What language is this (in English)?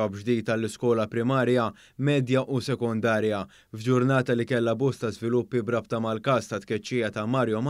Maltese